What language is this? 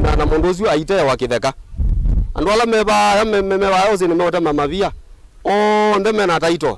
Kamba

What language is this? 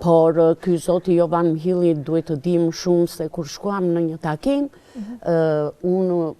Albanian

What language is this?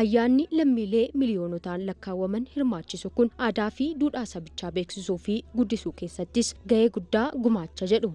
Oromo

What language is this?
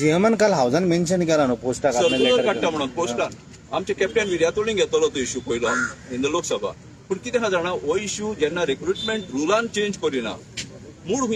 Konkani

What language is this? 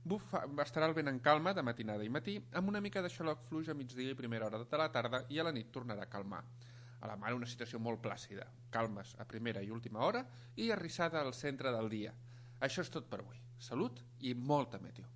Catalan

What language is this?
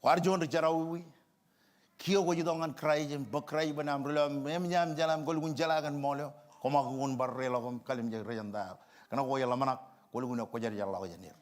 Marshallese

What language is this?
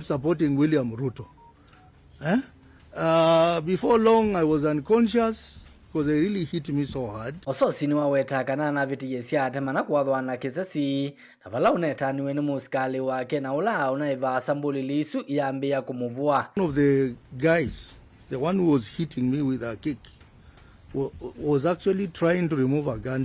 Kamba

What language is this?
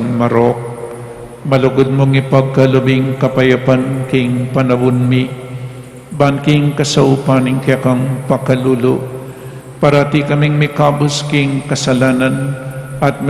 Pampanga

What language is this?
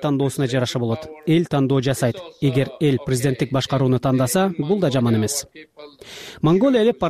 Kyrgyz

